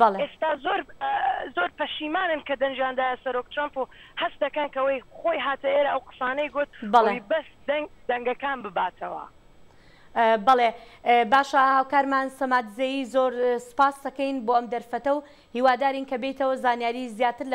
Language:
Central Kurdish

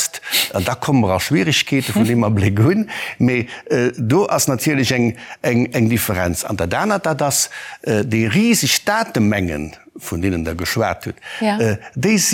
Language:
Luxembourgish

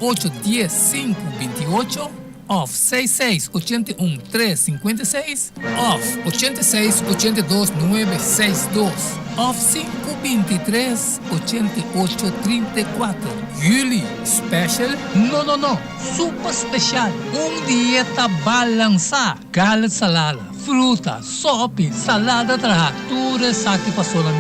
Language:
Papiamento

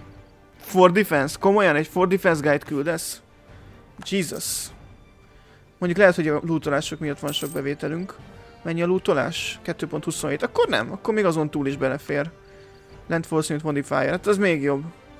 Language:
Hungarian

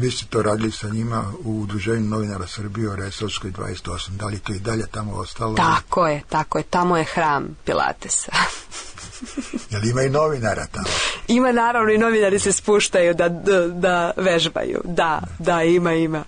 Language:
Serbian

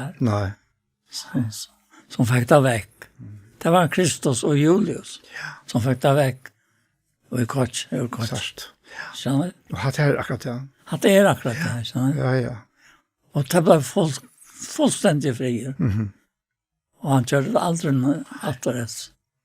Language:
Faroese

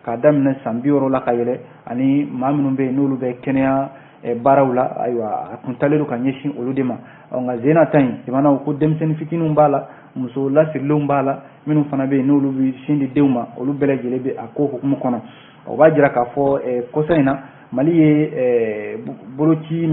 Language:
Bambara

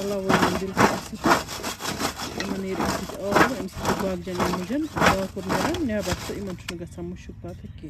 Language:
Kashmiri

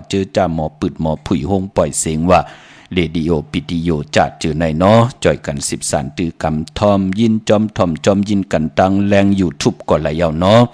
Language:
Shan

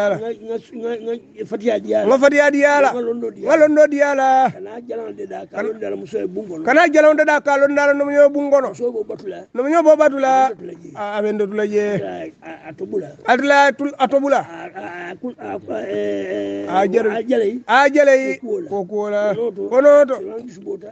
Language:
Hausa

